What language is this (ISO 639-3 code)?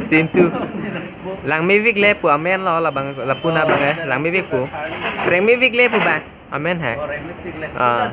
mjw